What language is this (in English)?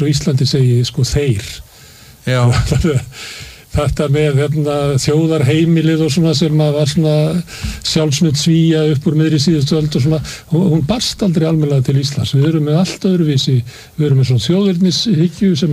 Icelandic